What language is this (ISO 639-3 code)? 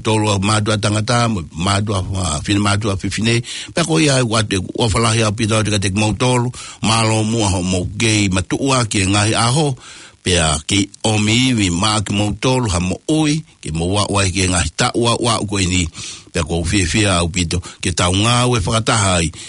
ton